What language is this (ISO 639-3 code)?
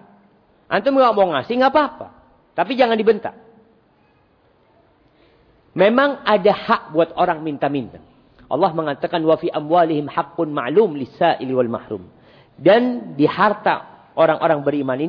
ind